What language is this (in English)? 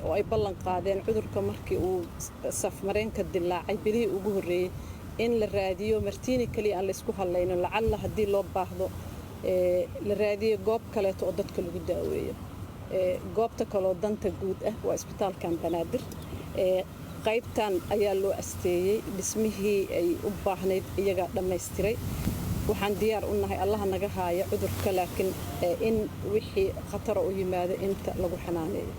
Somali